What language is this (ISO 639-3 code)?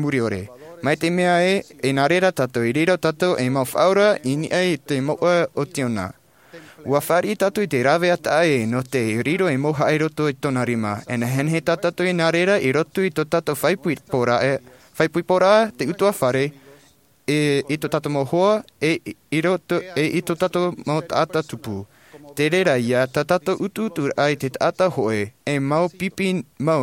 tah